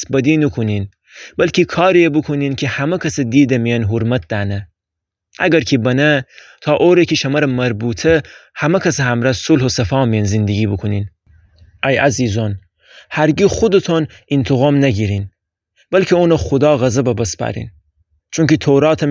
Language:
Gilaki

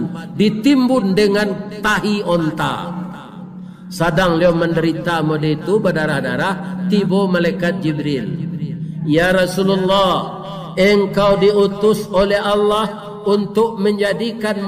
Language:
Minangkabau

